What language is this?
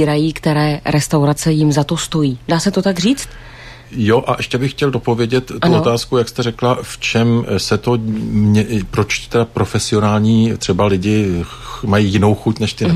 Czech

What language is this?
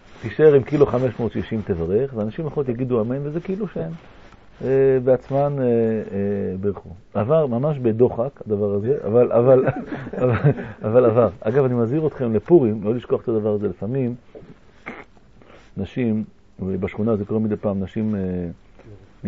Hebrew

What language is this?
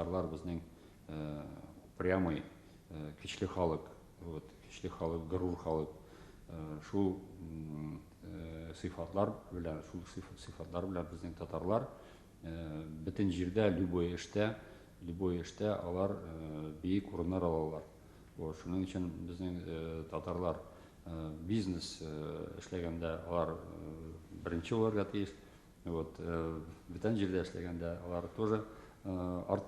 Tatar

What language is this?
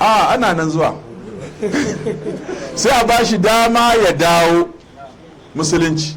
Hausa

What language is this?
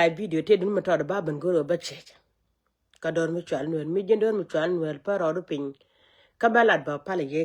Nuer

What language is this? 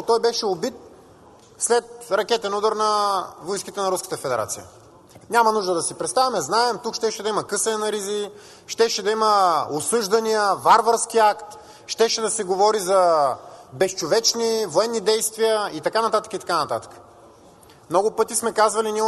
Bulgarian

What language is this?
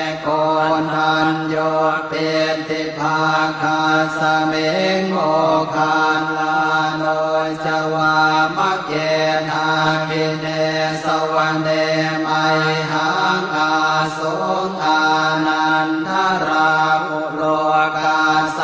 Pali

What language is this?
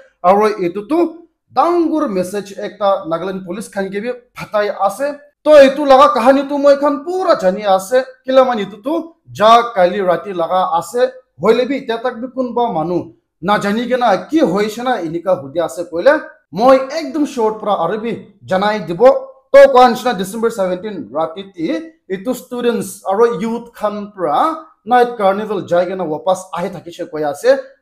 Naga Pidgin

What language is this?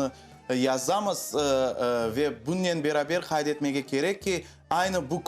Crimean Tatar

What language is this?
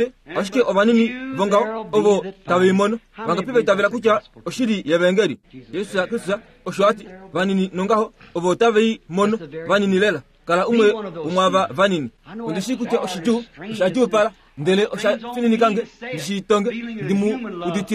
Kuanyama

